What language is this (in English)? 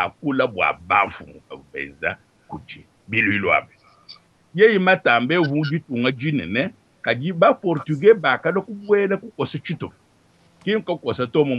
Luba-Lulua